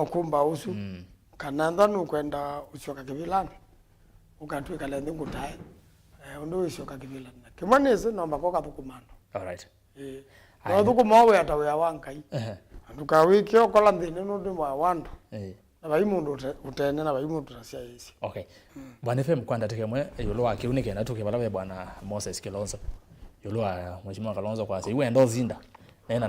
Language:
Kamba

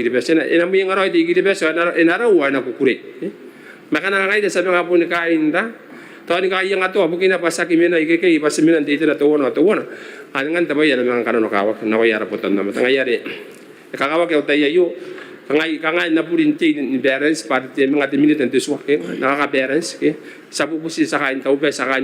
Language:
Gilbertese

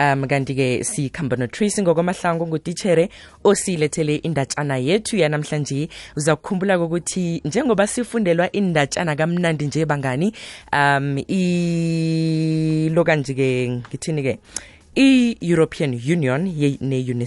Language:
South Ndebele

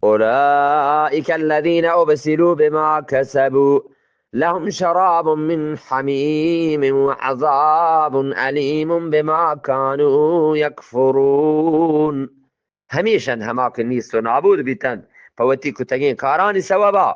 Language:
Eastern Balochi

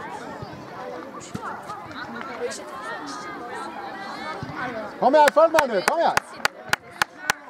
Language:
Norwegian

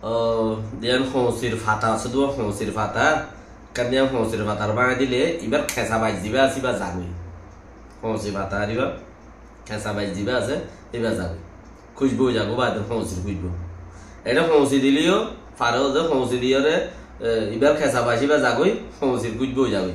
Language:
Rohingya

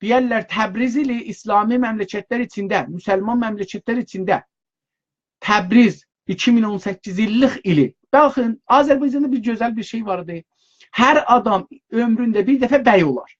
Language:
South Azerbaijani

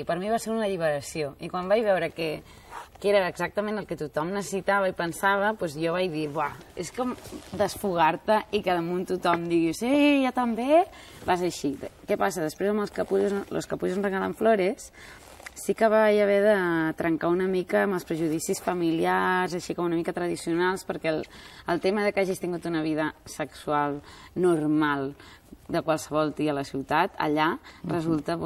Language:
Catalan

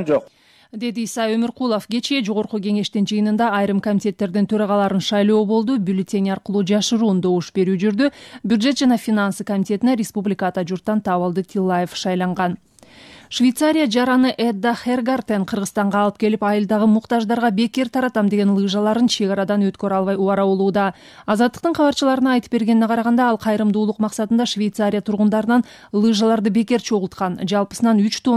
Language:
Kyrgyz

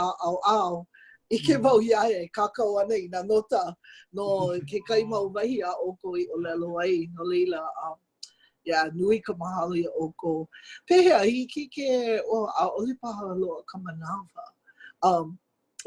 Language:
Hawaiian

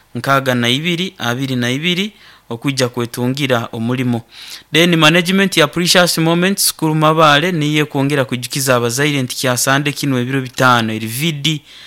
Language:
Nyankole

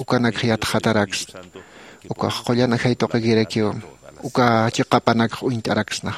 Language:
Aymara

